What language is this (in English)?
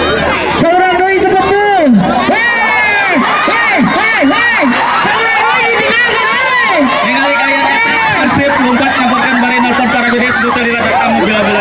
Sundanese